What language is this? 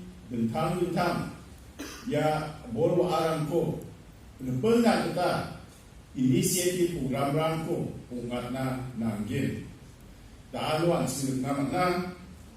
Garo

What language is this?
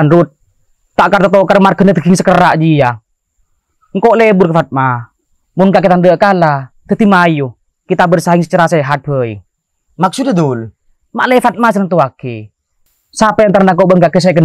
Madurese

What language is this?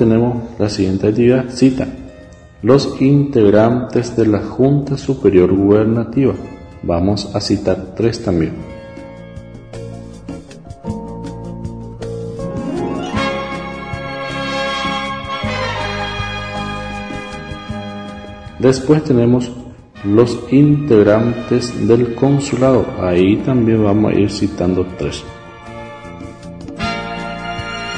Spanish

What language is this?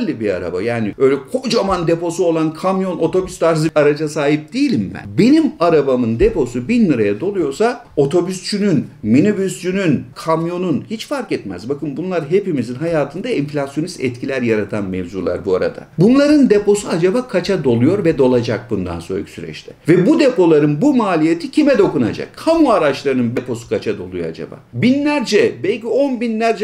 Turkish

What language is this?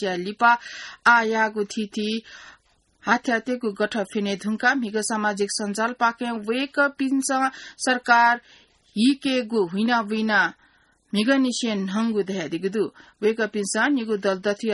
Newari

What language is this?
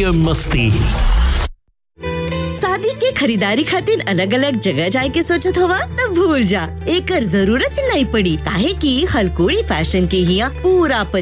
Bhojpuri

